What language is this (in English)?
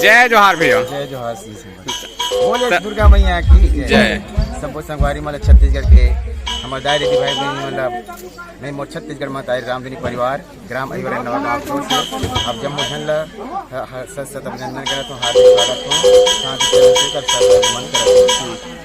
Chhattisgarhi